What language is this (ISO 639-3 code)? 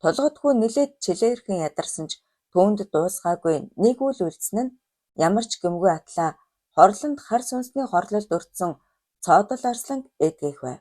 mon